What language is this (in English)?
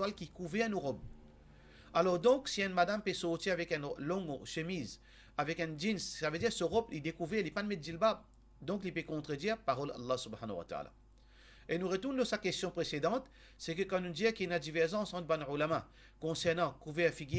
Morisyen